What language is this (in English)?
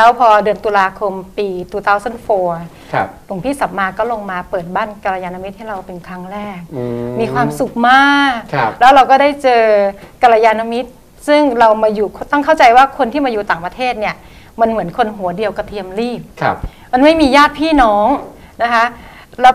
Thai